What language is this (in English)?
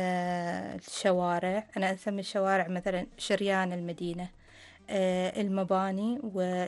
Arabic